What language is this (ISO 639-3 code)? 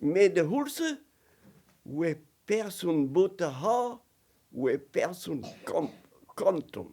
bre